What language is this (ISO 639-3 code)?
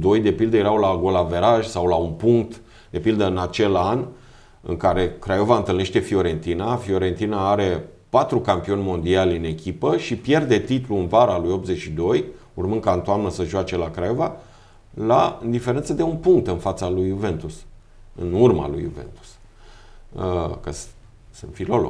ron